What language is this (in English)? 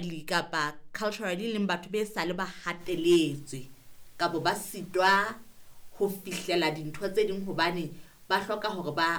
Southern Sotho